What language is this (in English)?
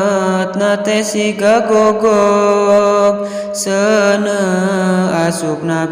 Sundanese